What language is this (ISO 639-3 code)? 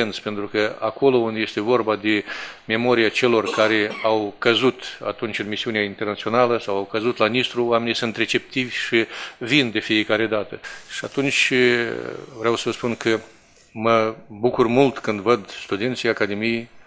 ron